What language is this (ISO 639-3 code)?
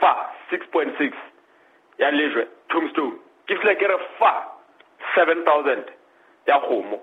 sot